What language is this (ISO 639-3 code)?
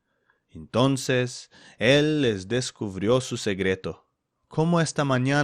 lad